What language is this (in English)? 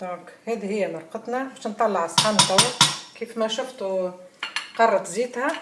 Tunisian Arabic